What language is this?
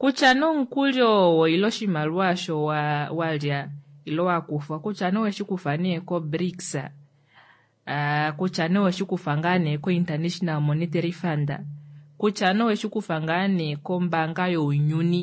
Kuanyama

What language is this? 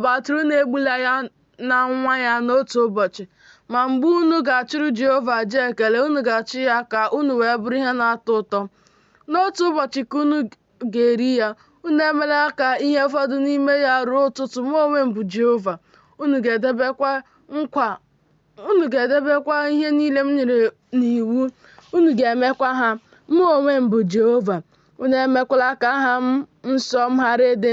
Igbo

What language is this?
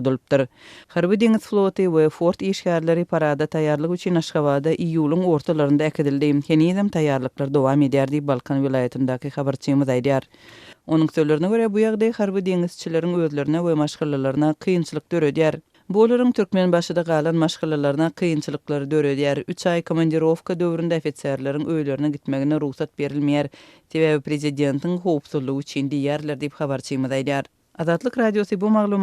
Turkmen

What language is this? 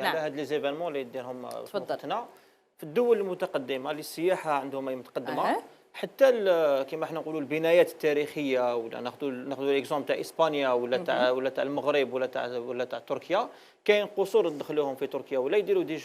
Algerian Arabic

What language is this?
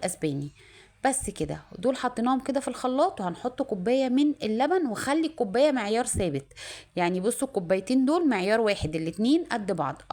Egyptian Arabic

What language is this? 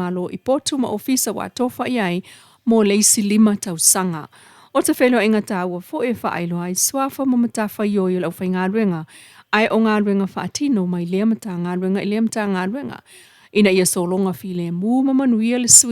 Samoan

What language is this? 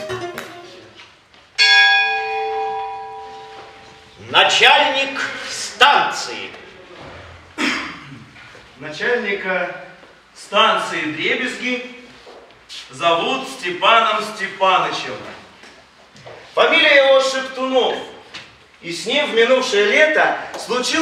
Russian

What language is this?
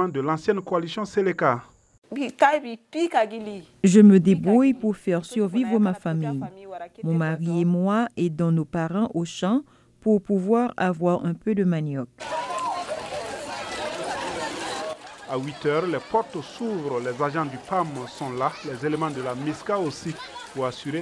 French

